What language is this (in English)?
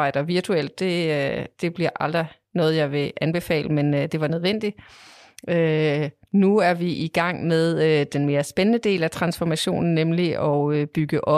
Danish